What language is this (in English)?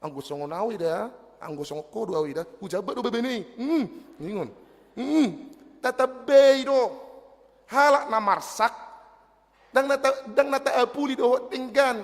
Batak Toba